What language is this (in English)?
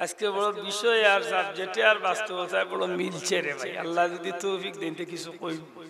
Sylheti